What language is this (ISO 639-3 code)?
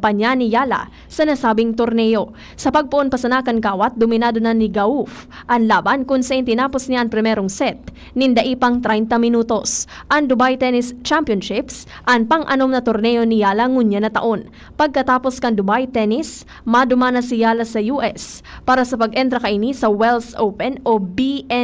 bik